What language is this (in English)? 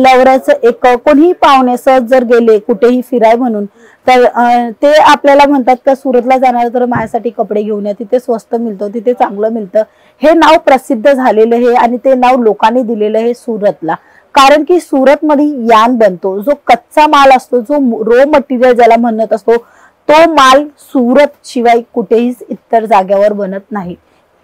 Marathi